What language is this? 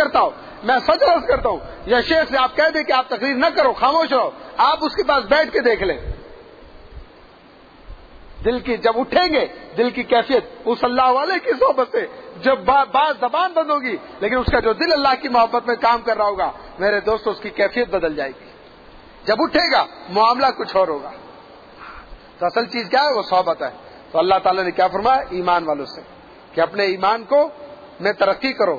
Urdu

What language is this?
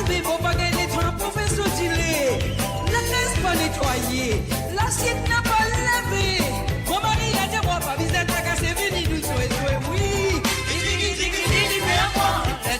Morisyen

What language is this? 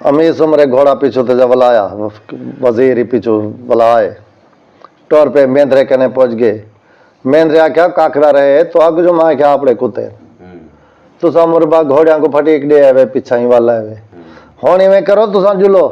Saraiki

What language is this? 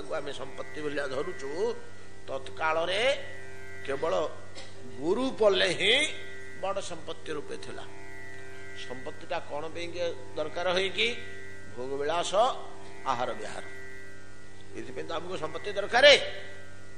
Odia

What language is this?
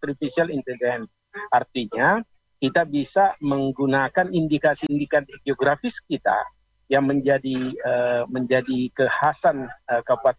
Indonesian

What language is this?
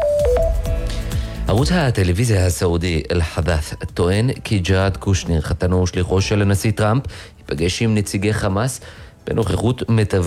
Hebrew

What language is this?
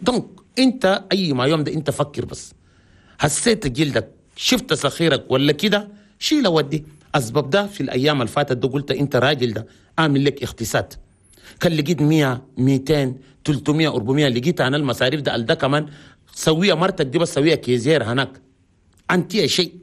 Chadian Arabic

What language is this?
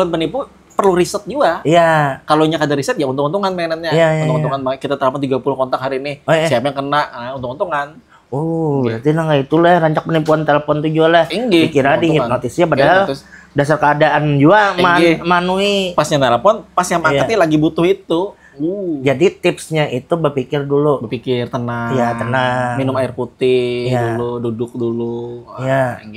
Banjar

